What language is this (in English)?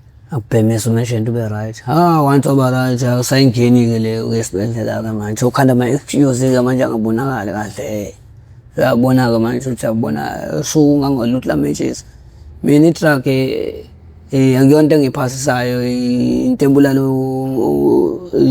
Zulu